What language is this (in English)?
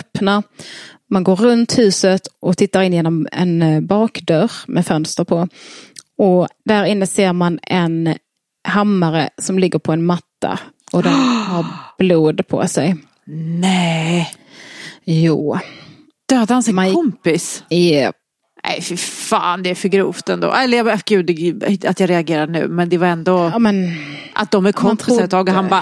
Swedish